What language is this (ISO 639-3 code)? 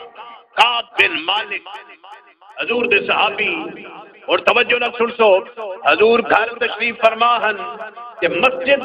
skr